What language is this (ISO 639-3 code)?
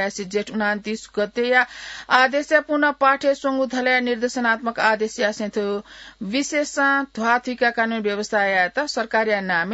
new